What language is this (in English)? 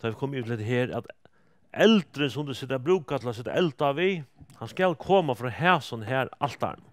Faroese